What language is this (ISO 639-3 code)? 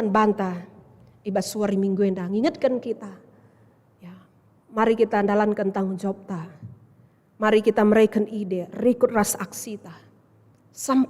btx